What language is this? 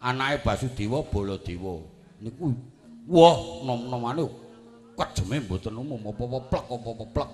Javanese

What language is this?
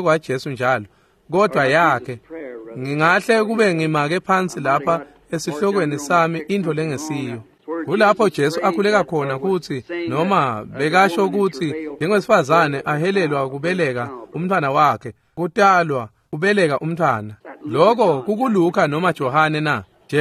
Swati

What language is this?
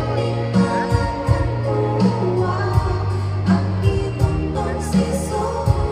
Toraja-Sa'dan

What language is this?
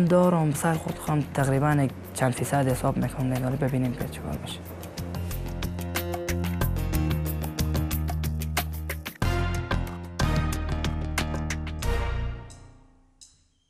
Persian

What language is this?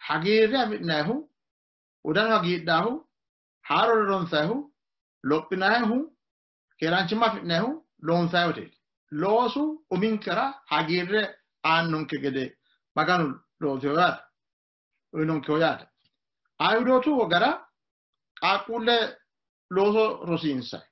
Sidamo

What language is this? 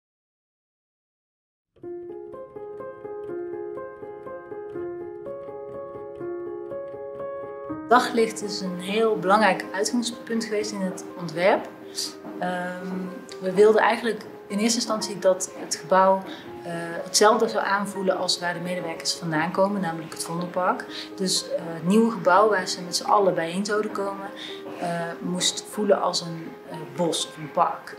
Dutch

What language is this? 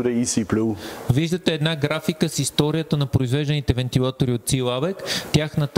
Bulgarian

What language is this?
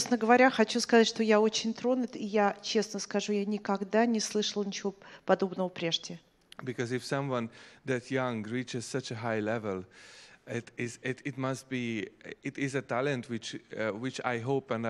Russian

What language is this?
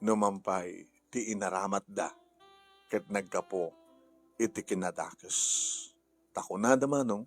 Iloko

